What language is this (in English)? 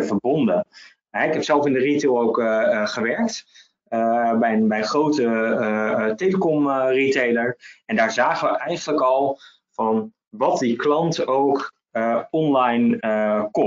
Dutch